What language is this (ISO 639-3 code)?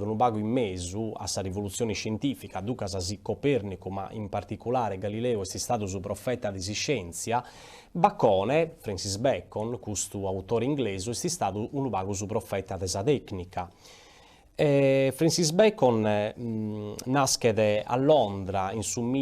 srd